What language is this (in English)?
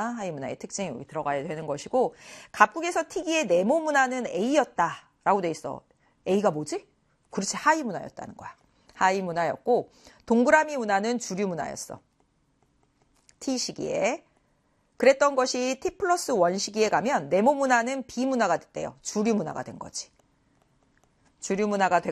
Korean